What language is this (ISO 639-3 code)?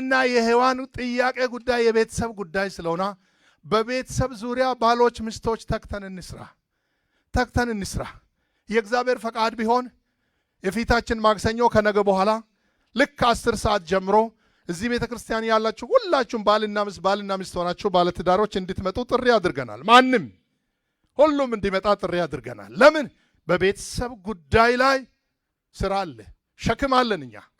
amh